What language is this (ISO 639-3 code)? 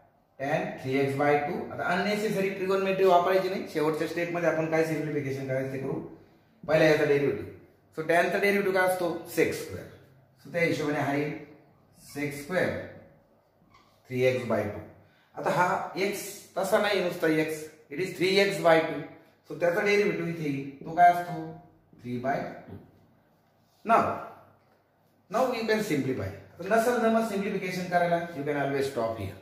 mar